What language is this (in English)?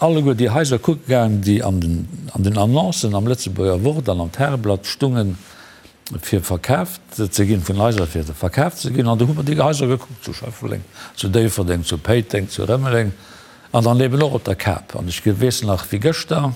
Luxembourgish